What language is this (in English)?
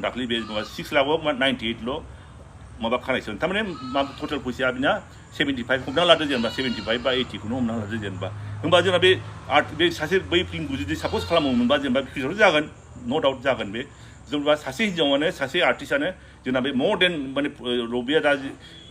Bodo